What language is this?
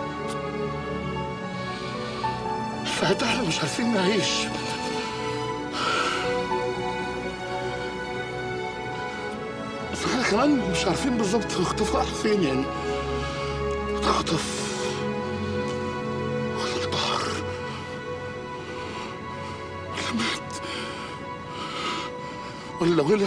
Egyptian Arabic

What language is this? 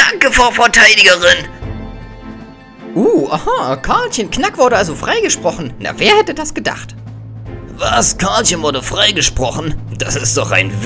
German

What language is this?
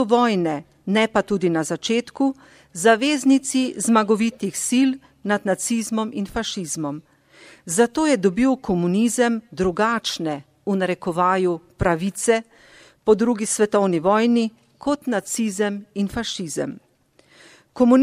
Slovenian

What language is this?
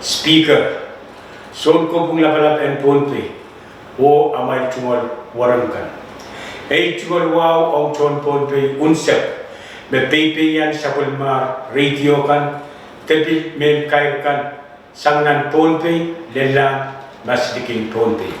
Pohnpeian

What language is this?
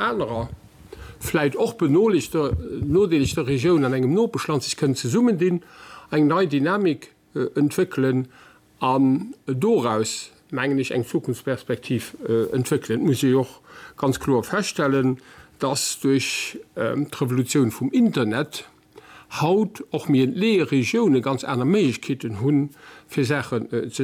Luxembourgish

